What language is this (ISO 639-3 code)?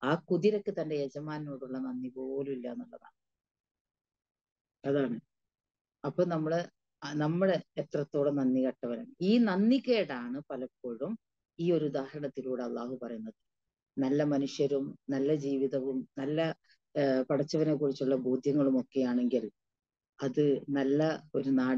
mal